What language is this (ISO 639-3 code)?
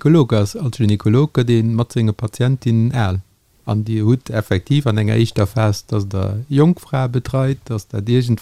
ltz